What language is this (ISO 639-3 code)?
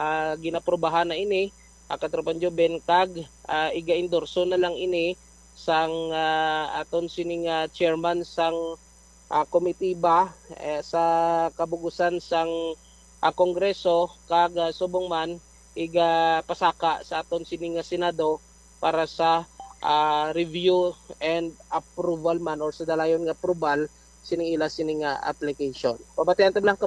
hil